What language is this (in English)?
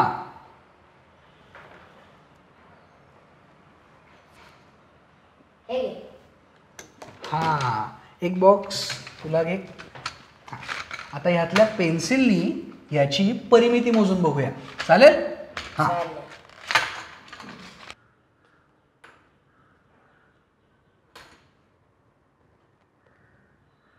Marathi